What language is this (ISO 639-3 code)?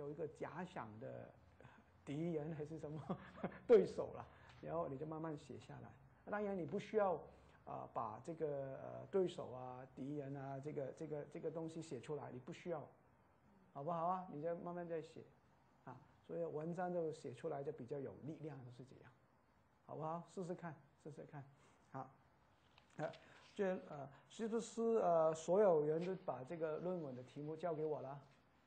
zho